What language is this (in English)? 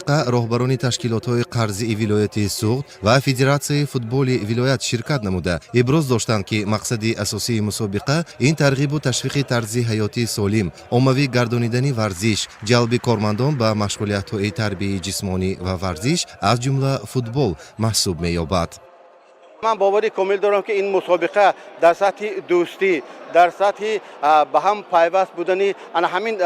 Tajik